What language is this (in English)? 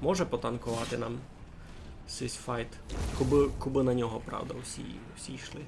Rusyn